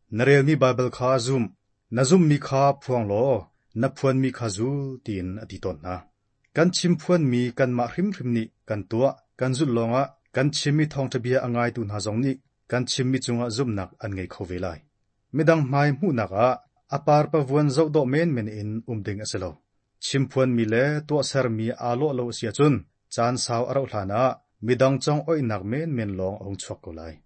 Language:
Hakha Chin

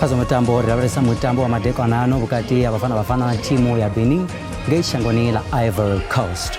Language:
Venda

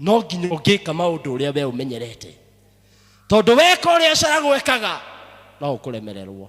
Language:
Kikuyu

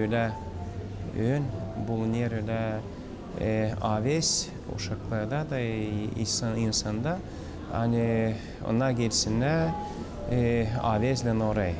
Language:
Gagauz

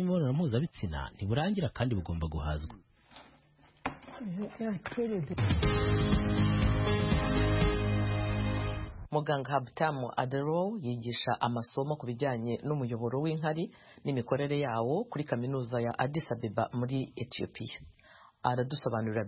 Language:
Kinyarwanda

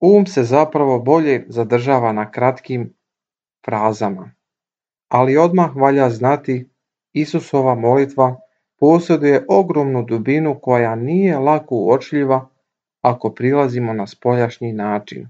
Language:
Serbian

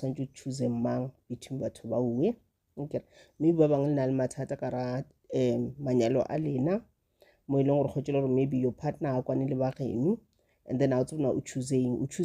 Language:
Northern Sotho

